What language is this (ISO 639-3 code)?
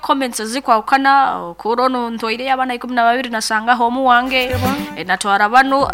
nyo